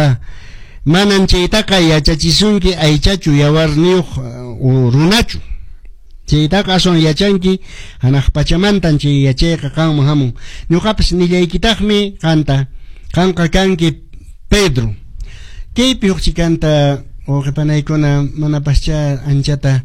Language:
Quechua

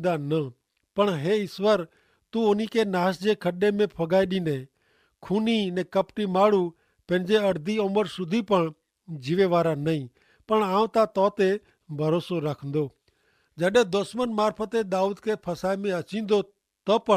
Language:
Kachhi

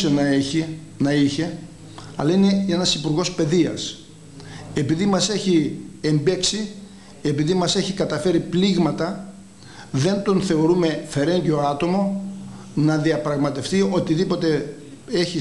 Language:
Greek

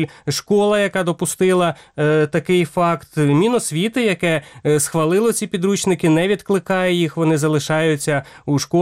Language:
Ukrainian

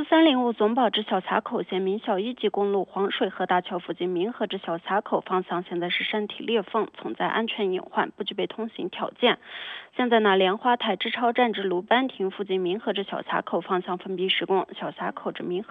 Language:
Chinese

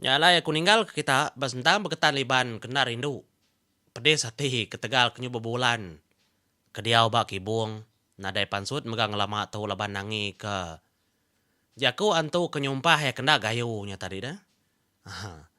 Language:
Iban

